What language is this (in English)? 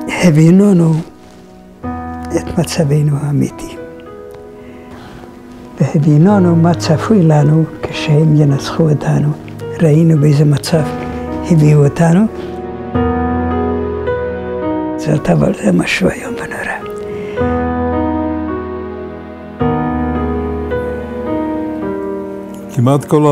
Hebrew